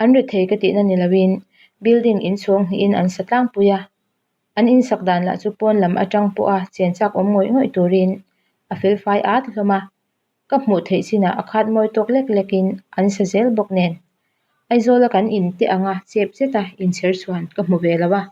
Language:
Mizo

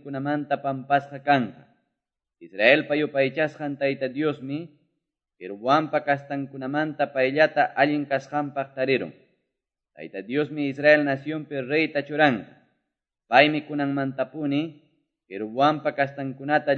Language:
Ayacucho Quechua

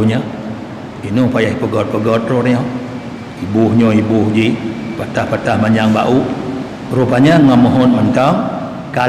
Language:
Achinese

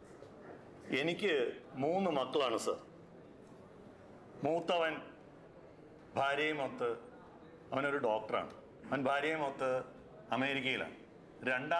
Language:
Malayalam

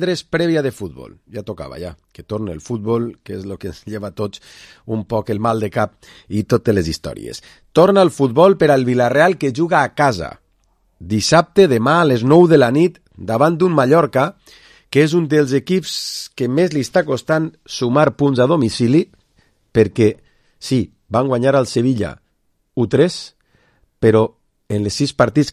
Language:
Catalan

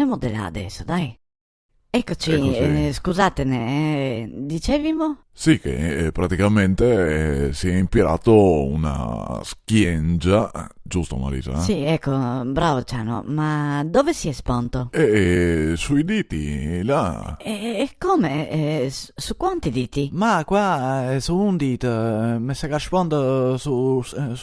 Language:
Venetian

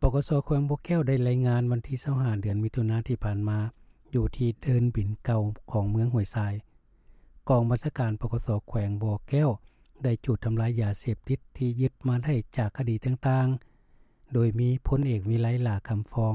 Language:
Lao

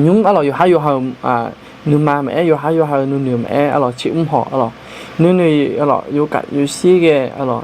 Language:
Akha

